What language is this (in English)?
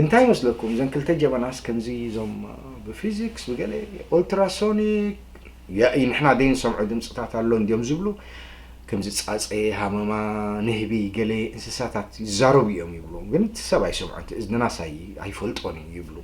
Tigrinya